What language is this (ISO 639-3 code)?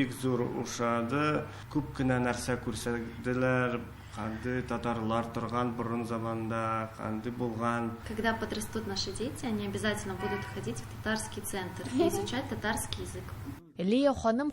tat